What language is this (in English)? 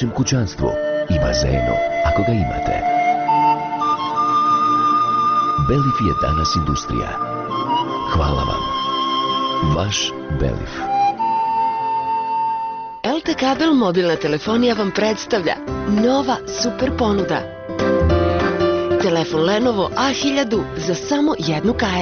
Bosnian